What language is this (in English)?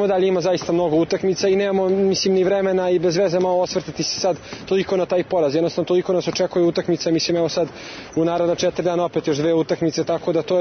Serbian